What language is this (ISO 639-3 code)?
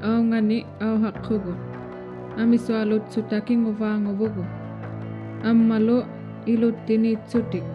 iku